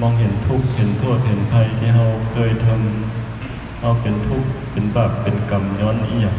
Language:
Northeastern Thai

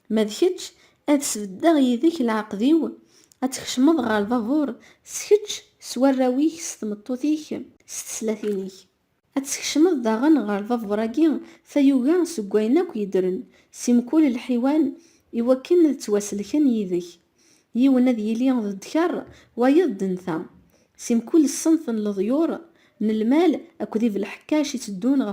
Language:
Kabyle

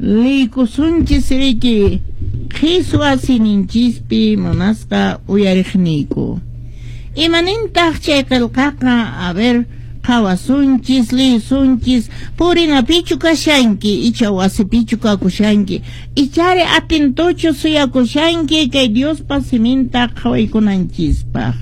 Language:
Quechua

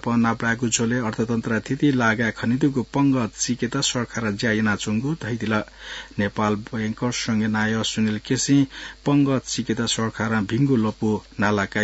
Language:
Newari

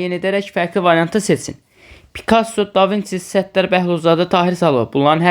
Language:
Azerbaijani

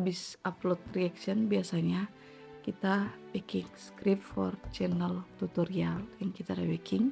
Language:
Manado Malay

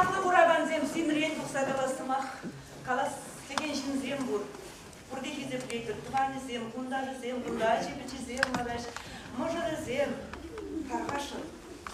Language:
Chuvash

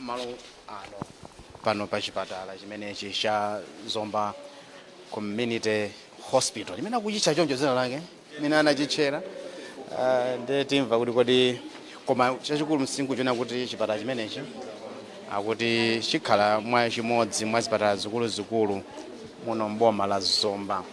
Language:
Nyanja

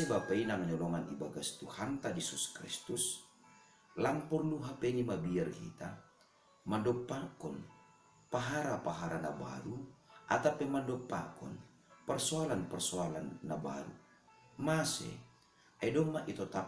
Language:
Batak Simalungun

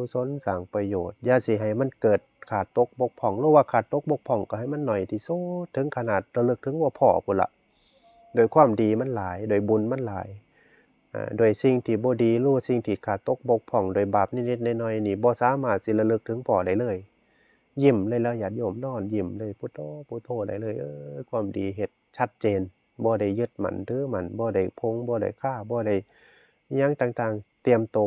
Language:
Northeastern Thai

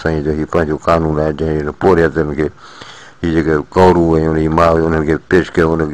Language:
Sindhi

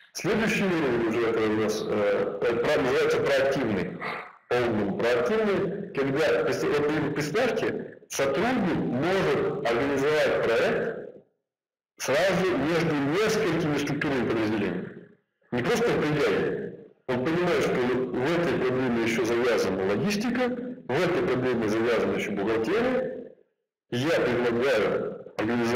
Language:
Russian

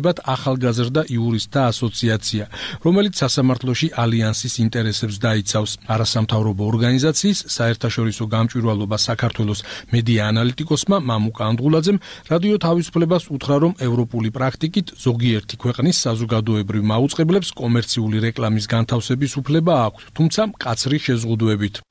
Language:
Georgian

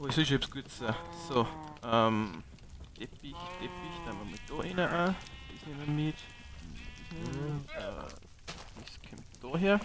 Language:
Bavarian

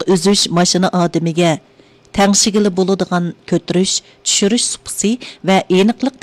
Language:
Uyghur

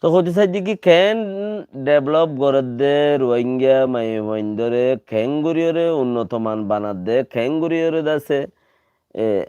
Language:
Rohingya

